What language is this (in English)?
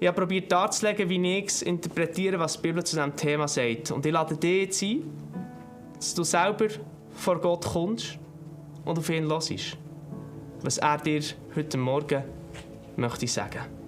Swiss German